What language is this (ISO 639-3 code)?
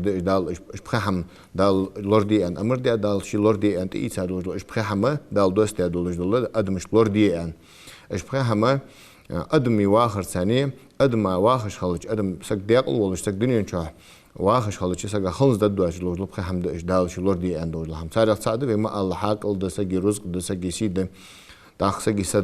inh